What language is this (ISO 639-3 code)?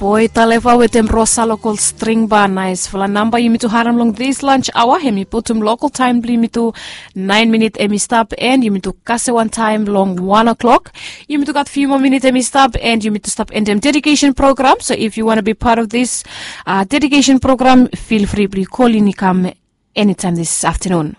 bis